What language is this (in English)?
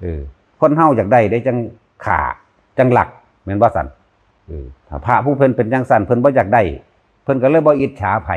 Northeastern Thai